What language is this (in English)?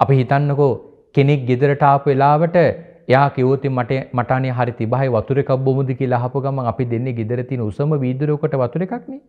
Sinhala